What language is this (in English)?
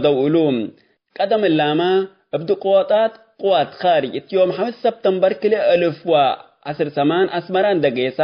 Tigre